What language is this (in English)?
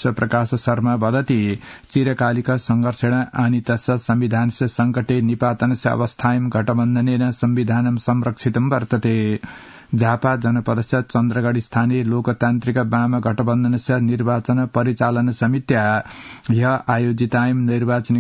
Sanskrit